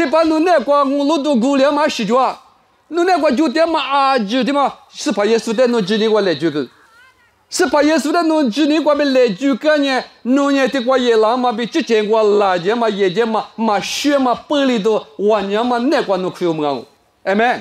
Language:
Lisu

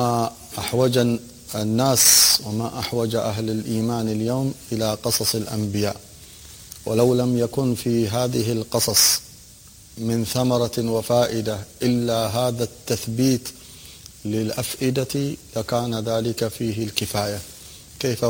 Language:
Arabic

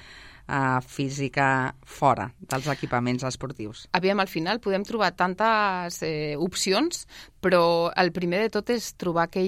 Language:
Catalan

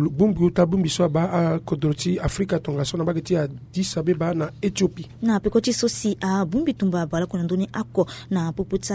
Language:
Sango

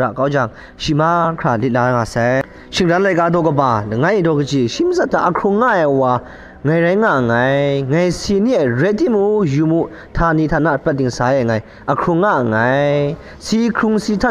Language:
Kachin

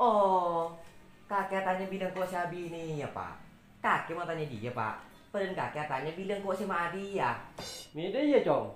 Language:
Madurese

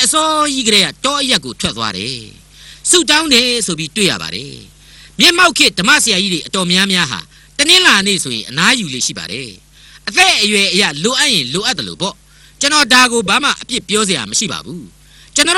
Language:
Burmese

